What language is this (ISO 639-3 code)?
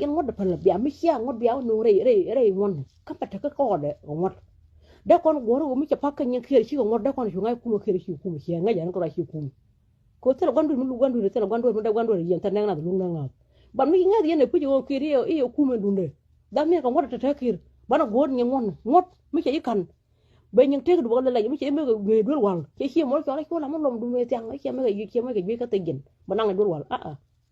nus